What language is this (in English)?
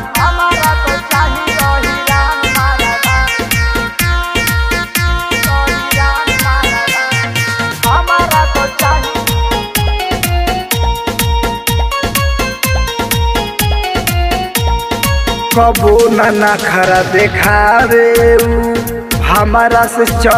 Bhojpuri